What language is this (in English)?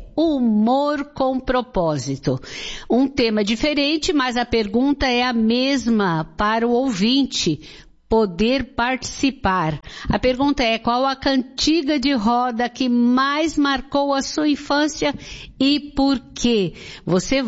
Portuguese